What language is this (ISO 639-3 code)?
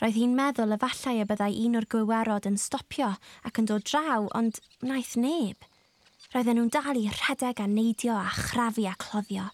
cym